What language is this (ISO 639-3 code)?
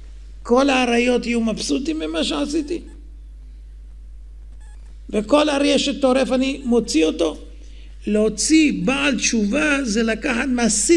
heb